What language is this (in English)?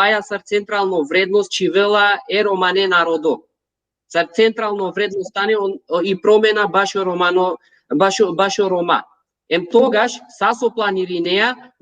Balkan Romani